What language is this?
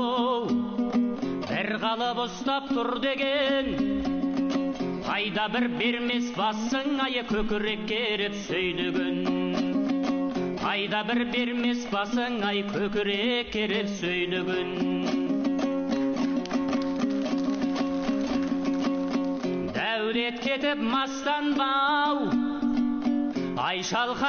Kazakh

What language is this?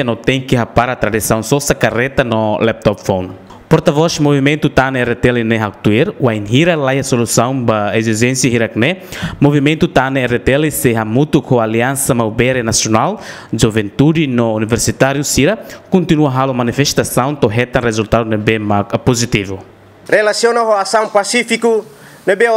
Tetum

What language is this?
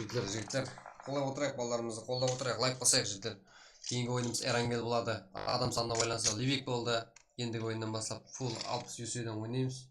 Kara-Kalpak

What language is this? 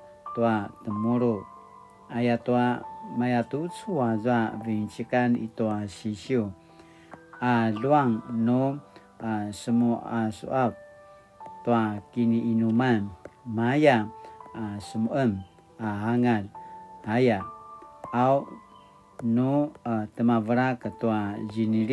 Paiwan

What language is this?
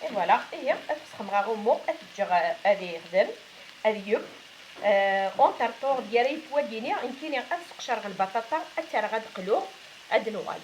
Kabyle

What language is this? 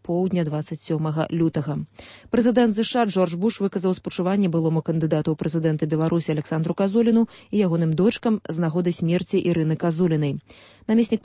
Belarusian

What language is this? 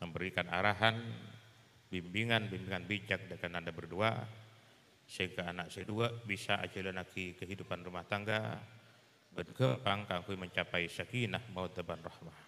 Madurese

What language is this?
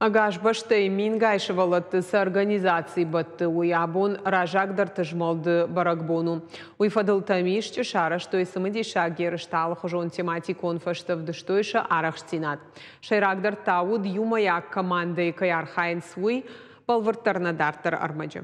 Ossetic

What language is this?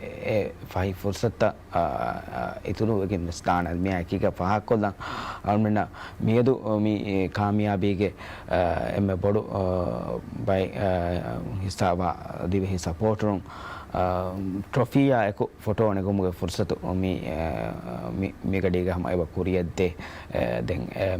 Divehi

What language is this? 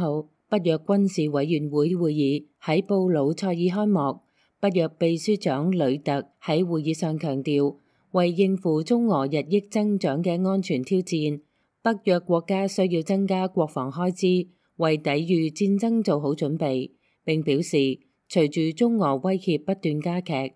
Cantonese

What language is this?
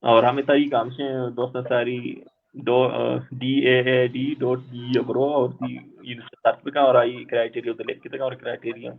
Baluchi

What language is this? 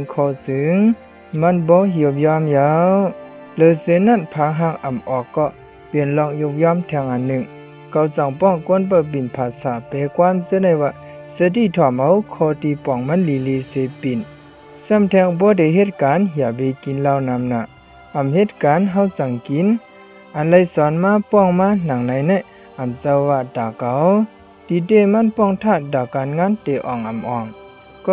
Shan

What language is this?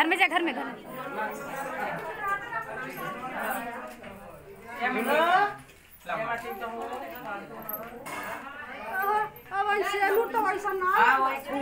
Bhojpuri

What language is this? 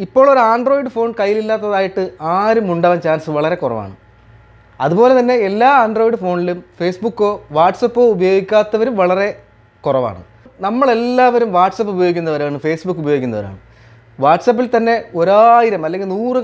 Malayalam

